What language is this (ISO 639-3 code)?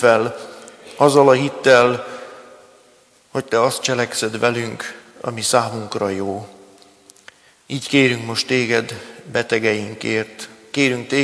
hun